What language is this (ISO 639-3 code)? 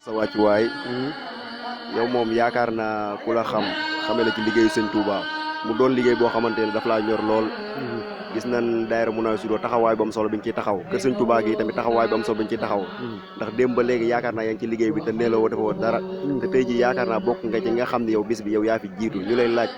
wol